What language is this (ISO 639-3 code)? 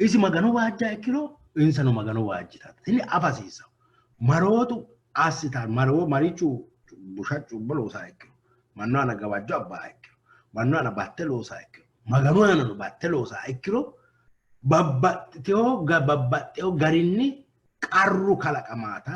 sid